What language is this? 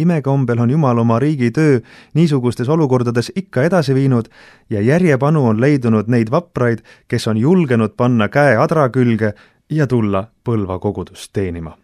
Estonian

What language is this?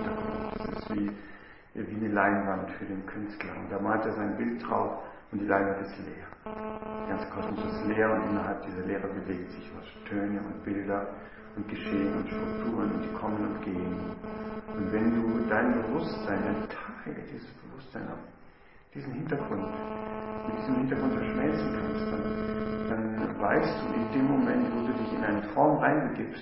German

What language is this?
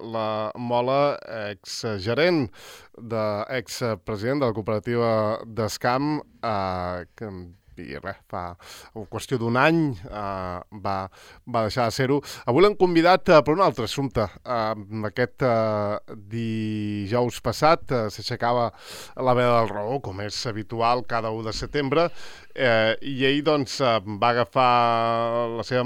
Catalan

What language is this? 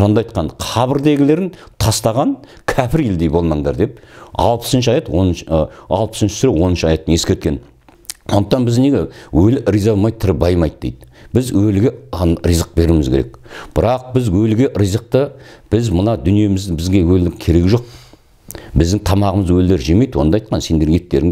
Kazakh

